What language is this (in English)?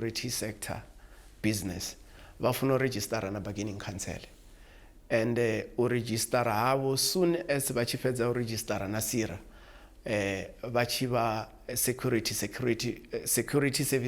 Venda